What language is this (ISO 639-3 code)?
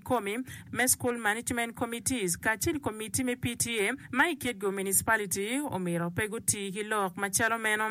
ach